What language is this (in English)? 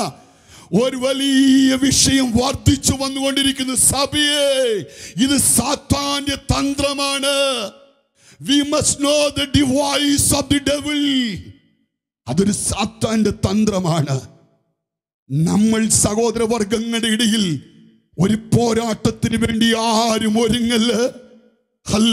Malayalam